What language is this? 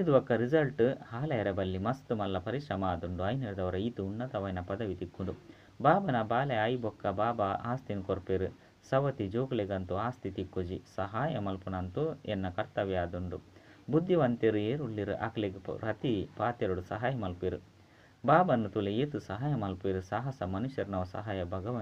Tulu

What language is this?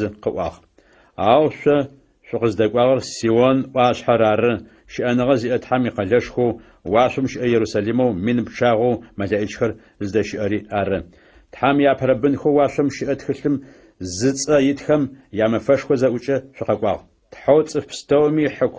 Adyghe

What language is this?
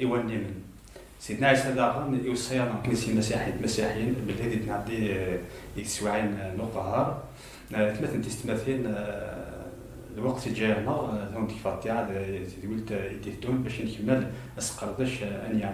Kabyle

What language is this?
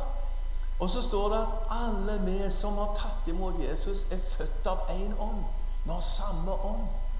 Norwegian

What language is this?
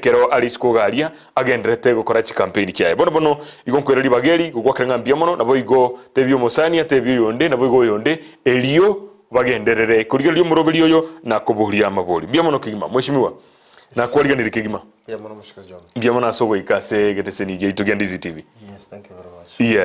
Gusii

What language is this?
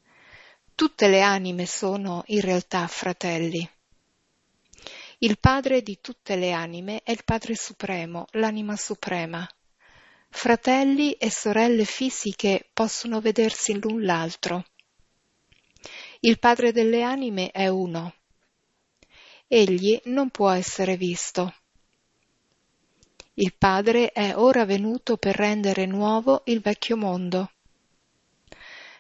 Italian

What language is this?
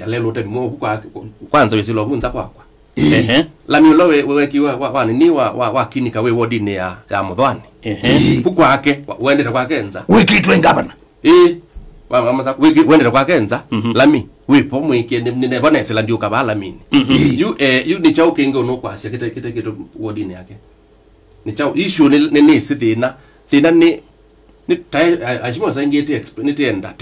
Kamba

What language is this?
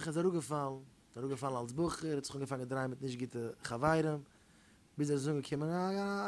Yiddish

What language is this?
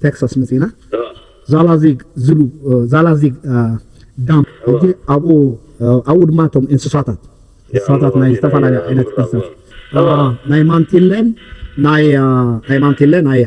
Tigrinya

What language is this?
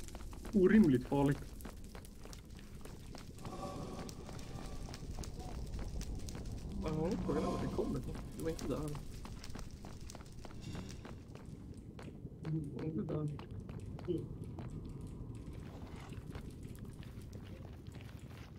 Swedish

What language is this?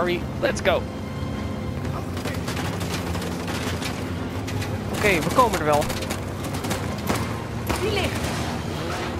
Dutch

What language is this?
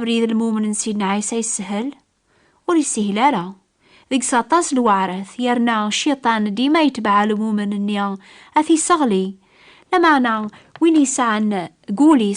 Kabyle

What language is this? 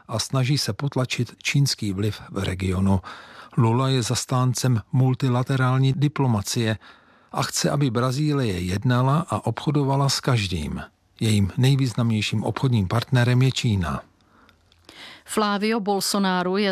Czech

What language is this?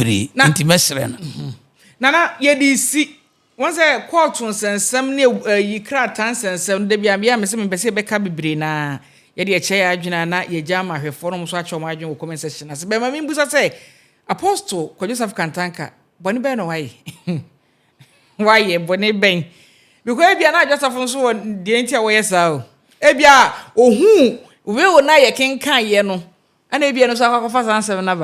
Akan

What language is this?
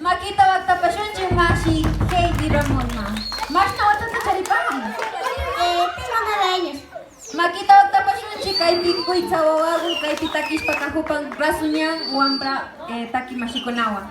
Imbabura Highland Quichua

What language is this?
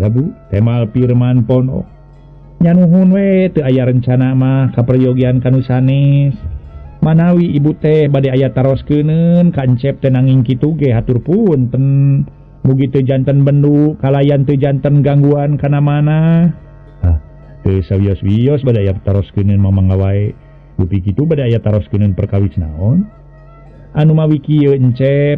Sundanese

